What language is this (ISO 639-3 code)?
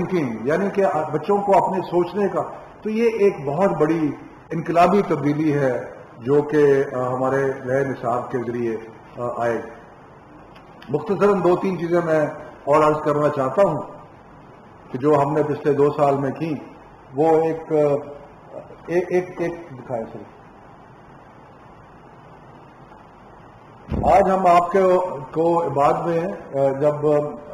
urd